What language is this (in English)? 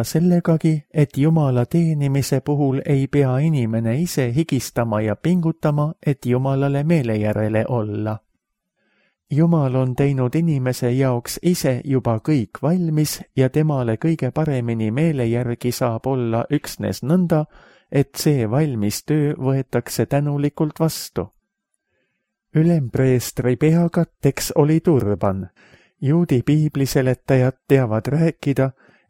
Estonian